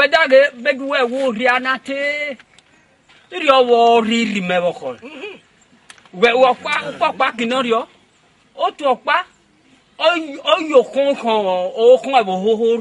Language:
Esan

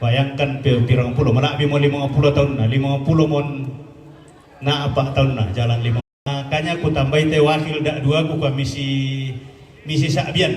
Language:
Toraja-Sa'dan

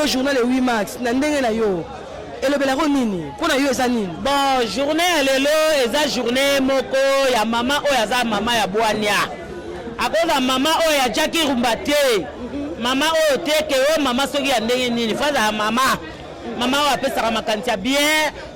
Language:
Lingala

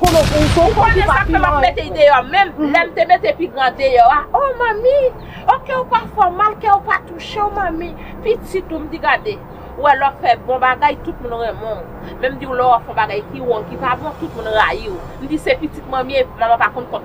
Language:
Haitian Creole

